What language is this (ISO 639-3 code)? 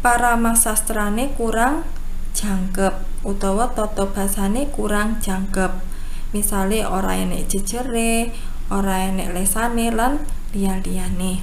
jav